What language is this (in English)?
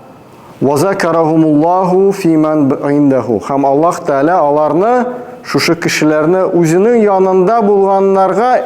Tatar